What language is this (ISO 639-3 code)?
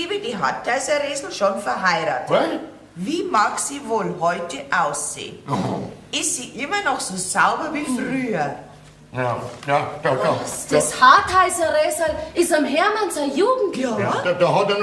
bar